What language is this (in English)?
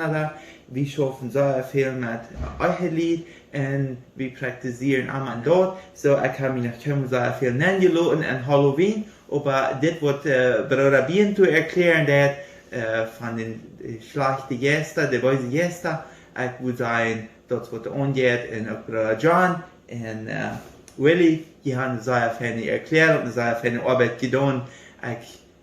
Plautdietsch